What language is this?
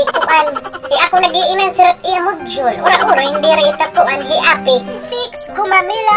Waray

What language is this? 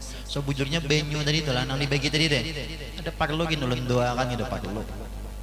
Banjar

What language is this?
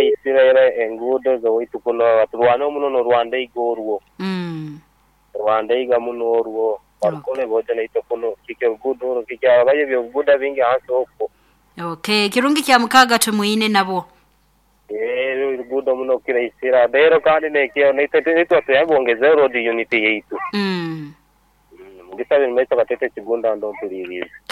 Nyoro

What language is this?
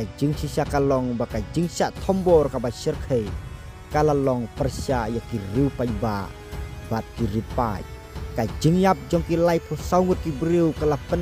Khasi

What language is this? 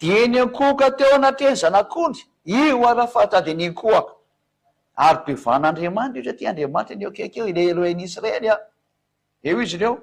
Malagasy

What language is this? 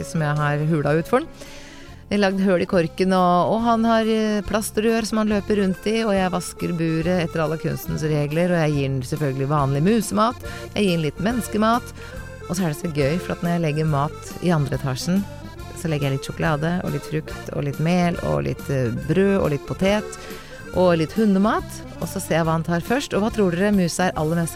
Norwegian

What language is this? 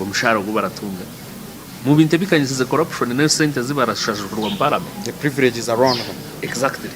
Nyankole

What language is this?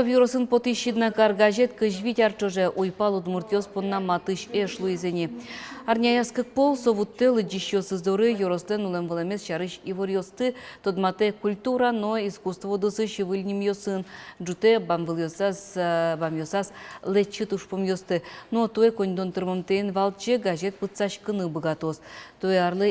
Udmurt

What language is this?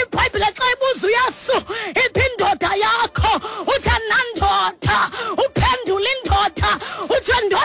Xhosa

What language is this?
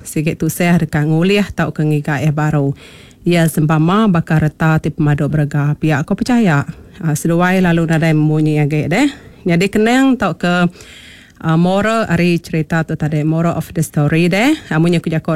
Iban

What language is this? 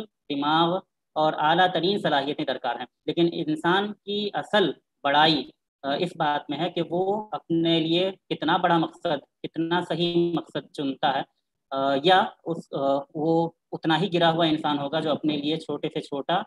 Urdu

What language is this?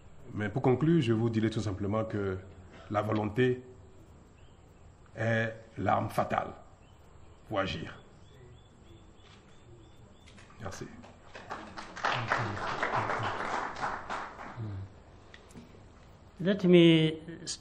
French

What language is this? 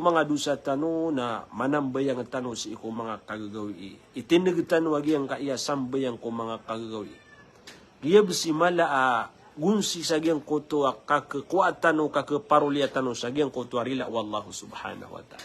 Maranao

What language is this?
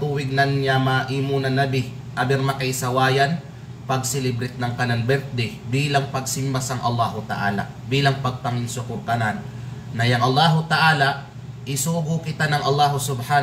Kalagan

